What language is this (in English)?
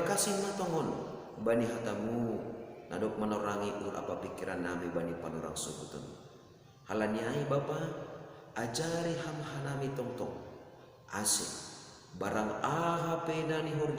Batak Simalungun